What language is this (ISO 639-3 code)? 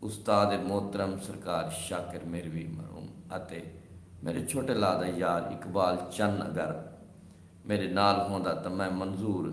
skr